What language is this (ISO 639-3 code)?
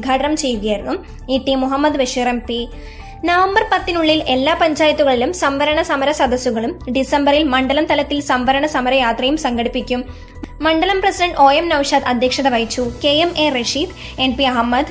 mal